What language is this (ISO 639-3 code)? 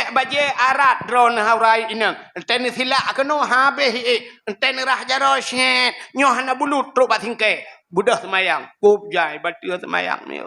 ace